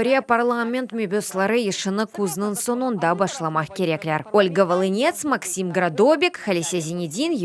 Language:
Crimean Tatar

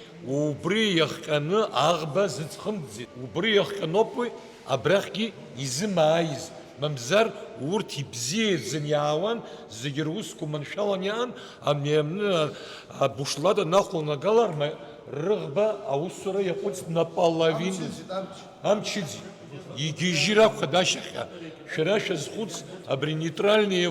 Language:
Abkhazian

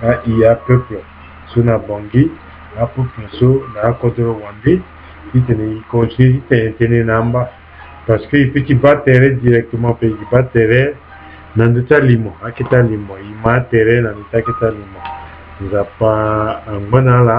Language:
Sango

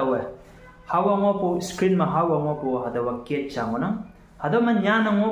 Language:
Konyak Naga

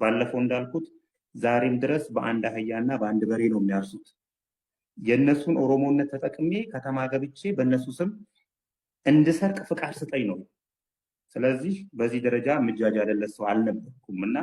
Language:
Amharic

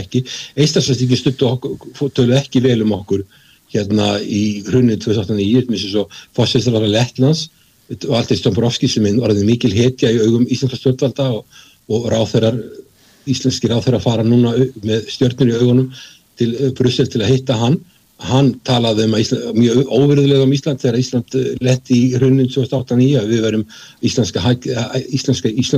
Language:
Icelandic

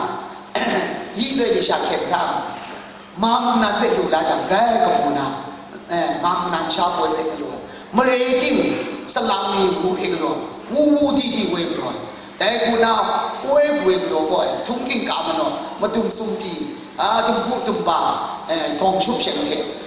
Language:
Kachin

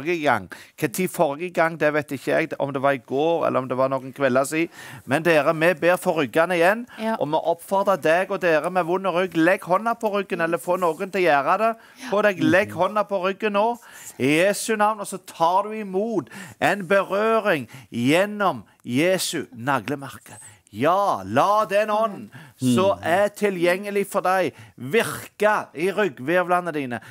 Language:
Norwegian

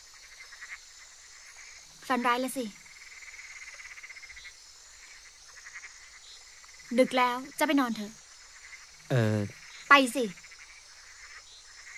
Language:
Thai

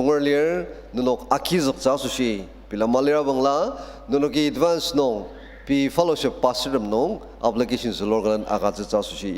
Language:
Ao Naga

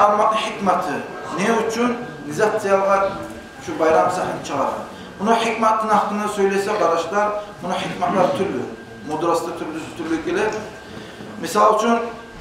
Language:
Kumyk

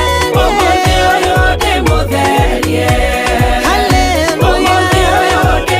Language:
Kikuyu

